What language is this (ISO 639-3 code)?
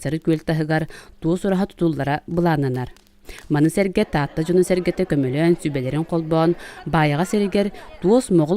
sah